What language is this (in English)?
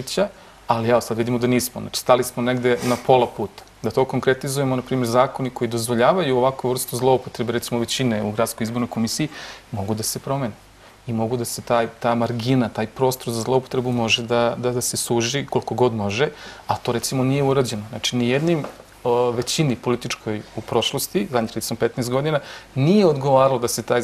Serbian